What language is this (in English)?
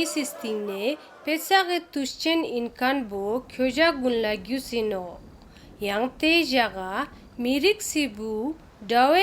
Ladakhi